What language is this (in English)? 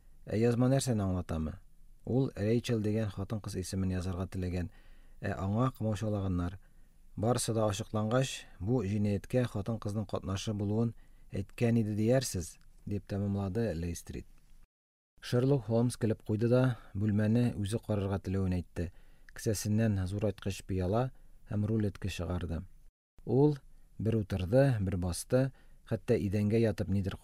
Tatar